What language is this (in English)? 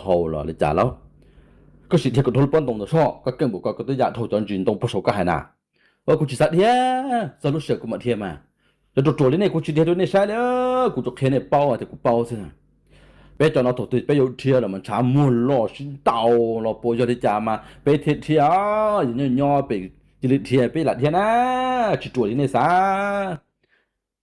Hmong